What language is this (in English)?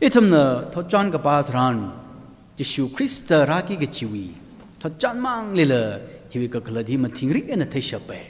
Tangkhul Naga (India)